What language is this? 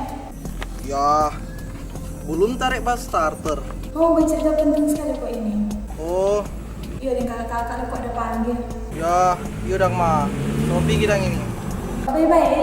Manado Malay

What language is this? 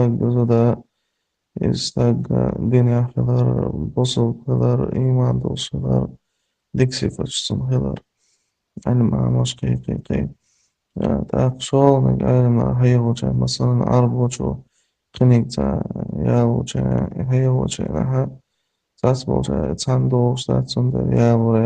Chechen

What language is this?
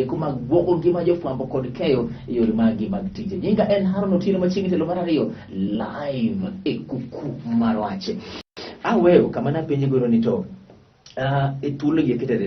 Luo (Kenya and Tanzania)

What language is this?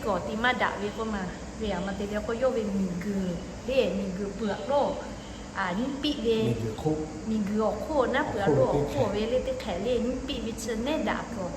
Lahu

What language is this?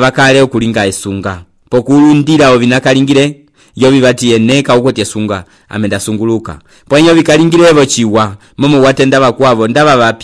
Umbundu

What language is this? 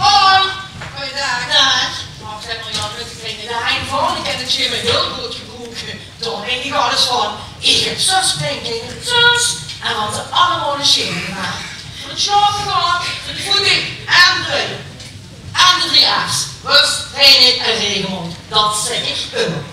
Limburgish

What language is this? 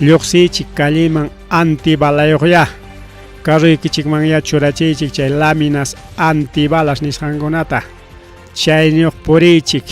Ayacucho Quechua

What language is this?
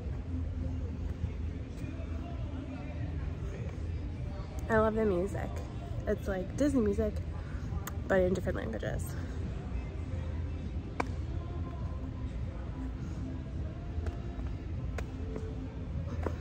English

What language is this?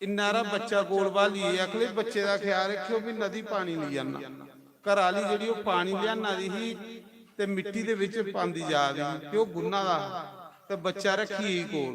Dogri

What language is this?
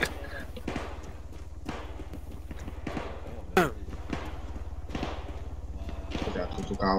Chinese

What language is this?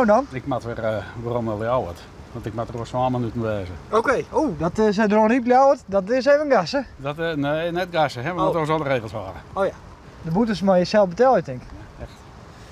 Western Frisian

